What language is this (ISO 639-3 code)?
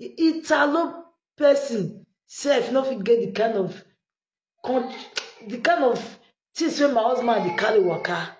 pcm